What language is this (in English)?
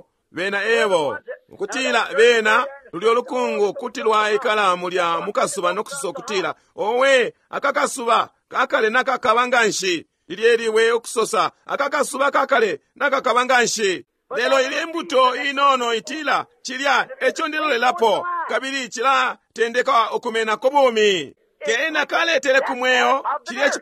Bemba